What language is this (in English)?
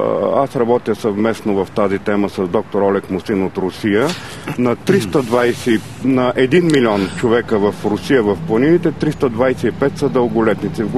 Bulgarian